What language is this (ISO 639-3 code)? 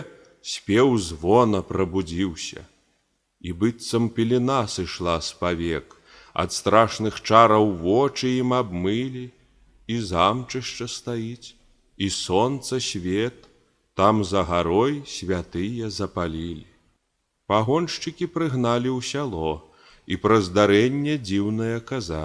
bel